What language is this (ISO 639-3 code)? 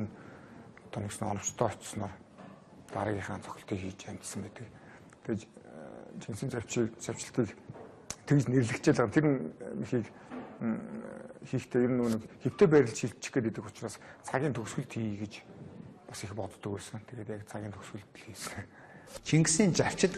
mon